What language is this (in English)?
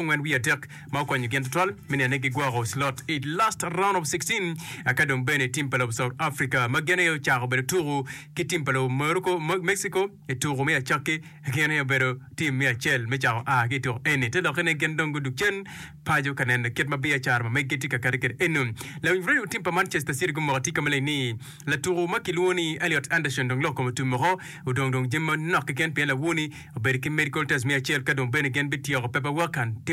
Acoli